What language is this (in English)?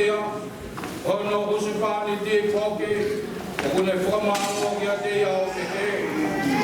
Tongan